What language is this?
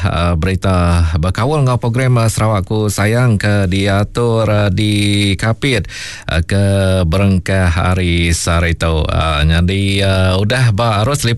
Iban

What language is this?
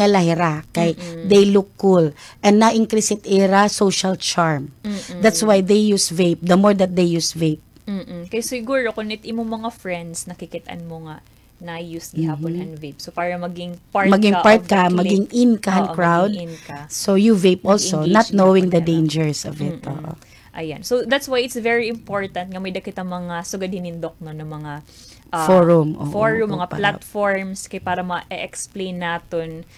Waray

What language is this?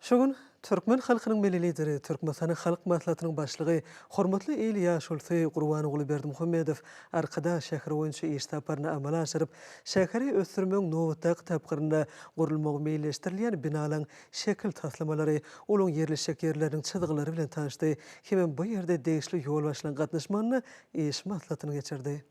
Turkmen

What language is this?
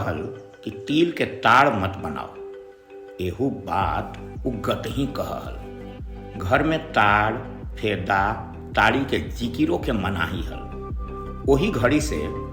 Magahi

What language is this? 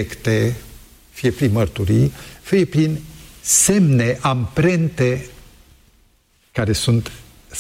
Romanian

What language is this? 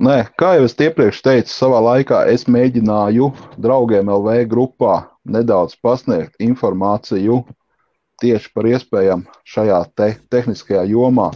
Latvian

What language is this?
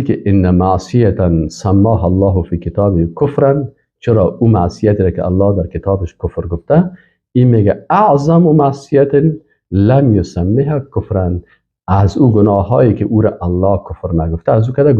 Persian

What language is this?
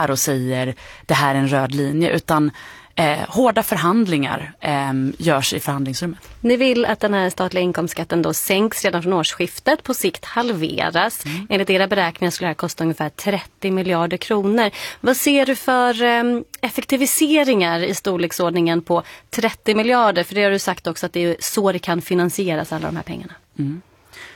Swedish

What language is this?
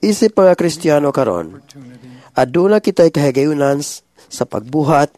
Cebuano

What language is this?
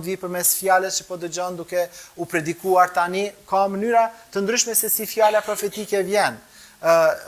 Albanian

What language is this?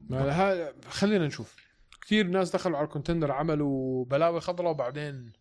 North Levantine Arabic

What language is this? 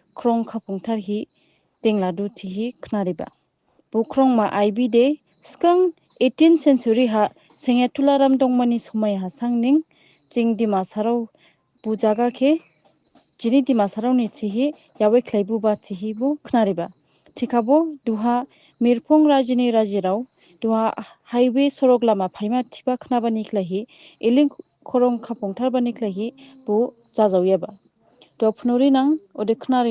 Dimasa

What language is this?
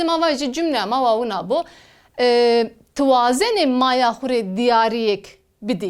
Zaza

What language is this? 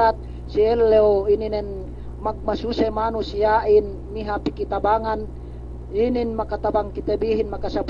Yakan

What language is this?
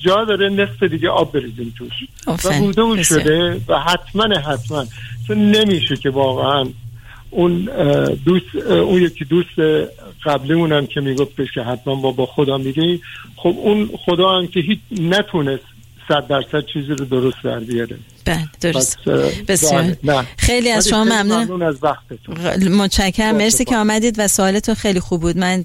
Persian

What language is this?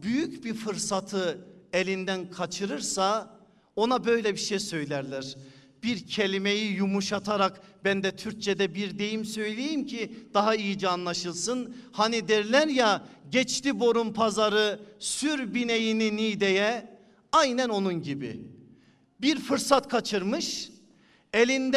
Turkish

